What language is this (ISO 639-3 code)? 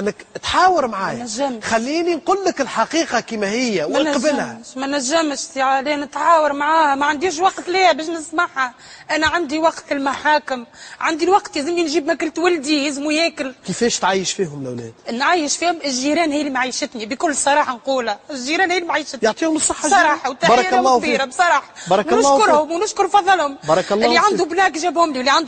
aeb